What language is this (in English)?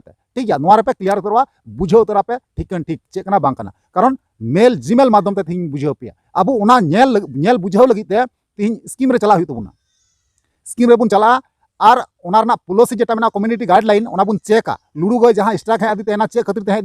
Santali